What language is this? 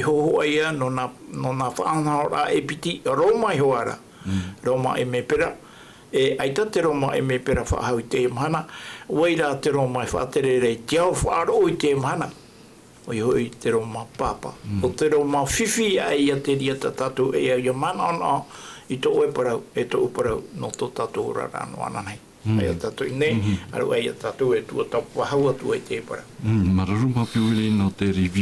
Tahitian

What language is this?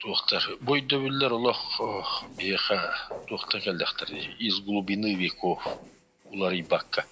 Yakut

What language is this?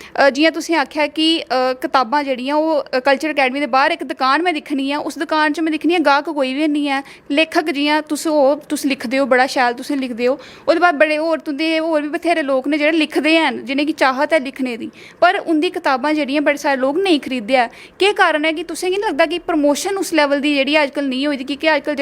Dogri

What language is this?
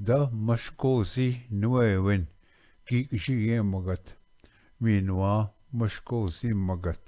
Ojibwa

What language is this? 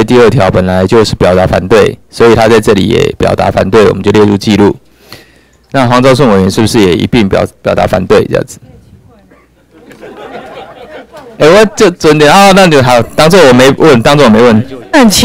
Chinese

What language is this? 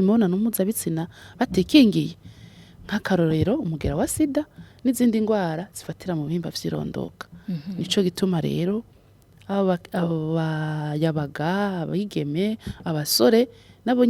Rundi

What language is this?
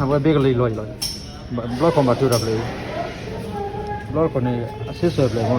S'gaw Karen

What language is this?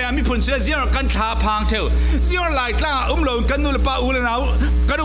Falam Chin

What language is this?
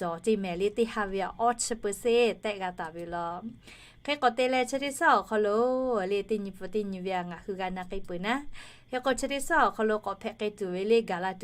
Lahu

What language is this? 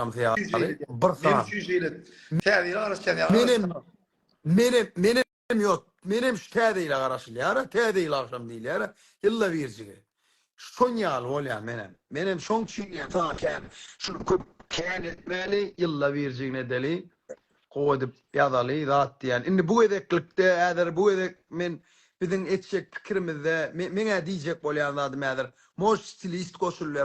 Turkmen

